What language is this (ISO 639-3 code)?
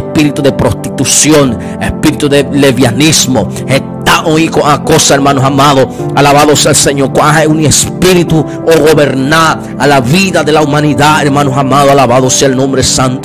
grn